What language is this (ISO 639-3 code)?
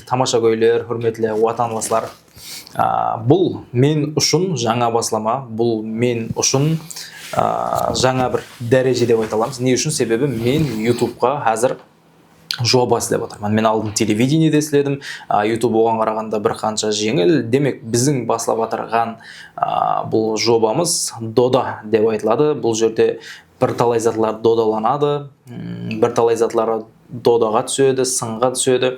kaa